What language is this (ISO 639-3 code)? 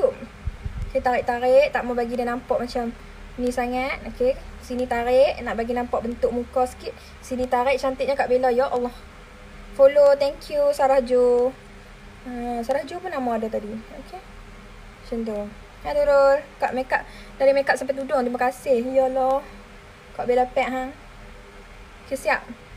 msa